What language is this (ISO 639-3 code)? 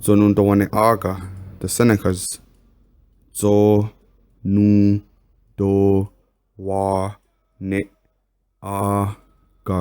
moh